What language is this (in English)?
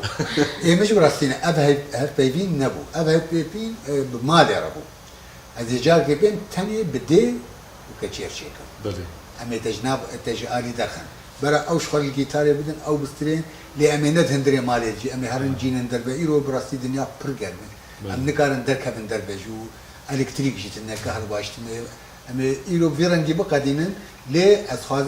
Kurdish